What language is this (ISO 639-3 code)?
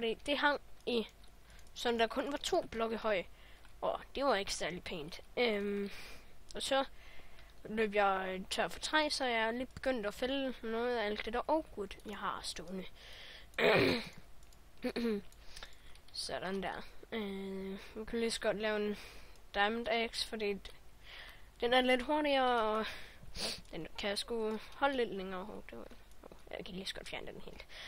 dan